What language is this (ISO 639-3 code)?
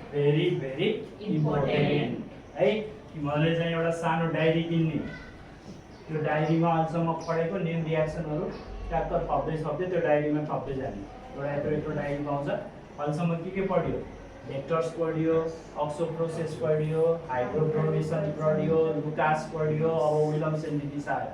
nep